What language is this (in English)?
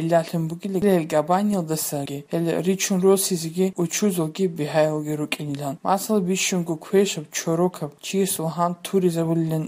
Georgian